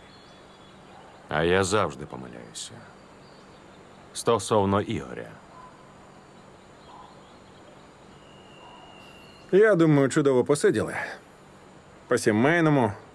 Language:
Ukrainian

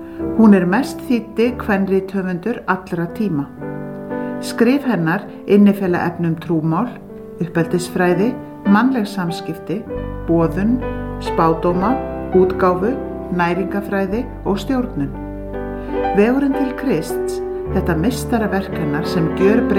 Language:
Icelandic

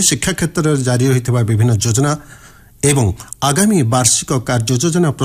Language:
Odia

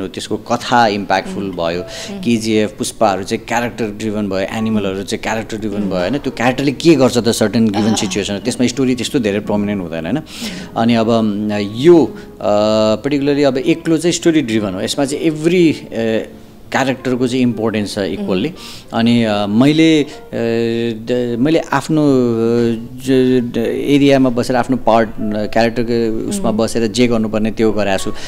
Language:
Nepali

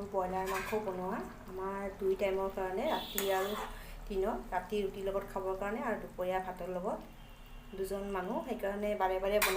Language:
Assamese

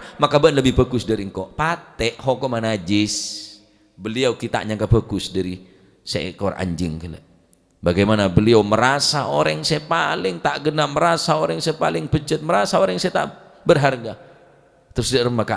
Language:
Madurese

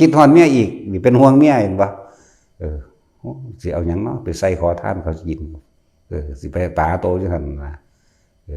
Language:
Northeastern Thai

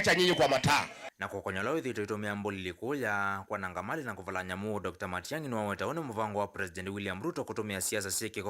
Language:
Kamba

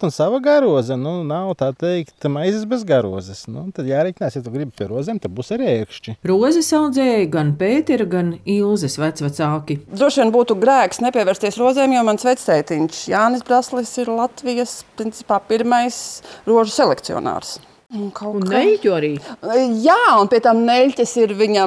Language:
Latvian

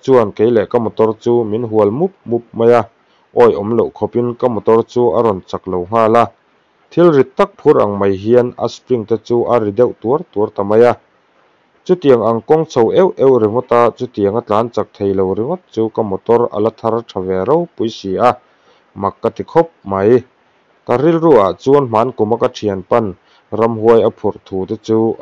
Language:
Mizo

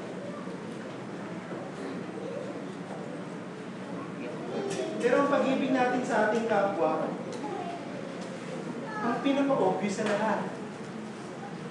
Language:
Filipino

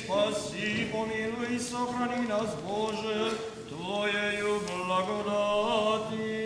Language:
Rusyn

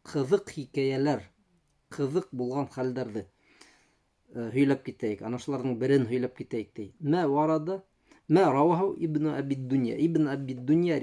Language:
Bashkir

